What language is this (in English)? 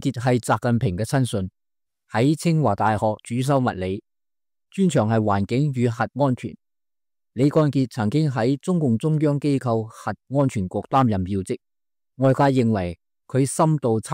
Cantonese